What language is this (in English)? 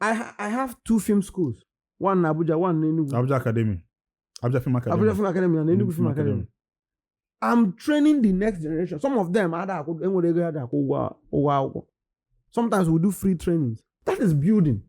Igbo